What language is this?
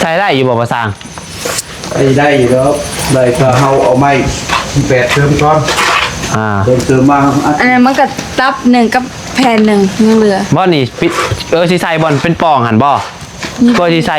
Lao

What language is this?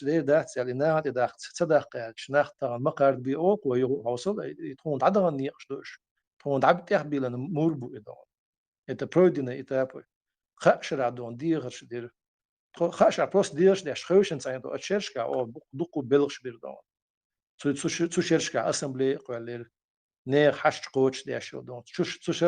Chechen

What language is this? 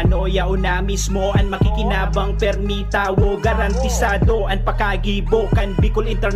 Bikol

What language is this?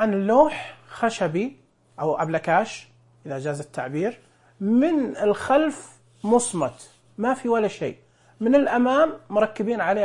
Najdi Arabic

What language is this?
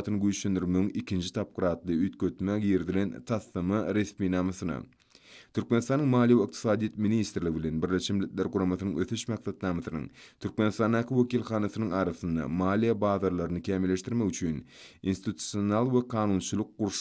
Turkmen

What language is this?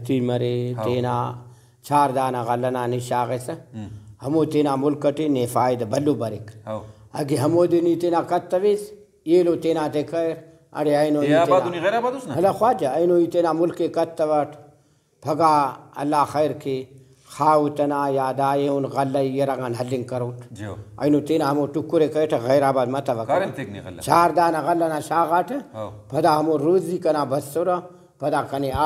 Brahui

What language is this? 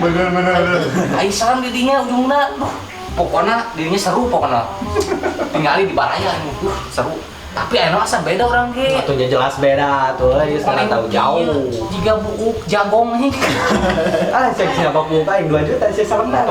Sundanese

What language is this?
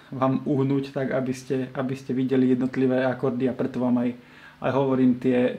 Slovak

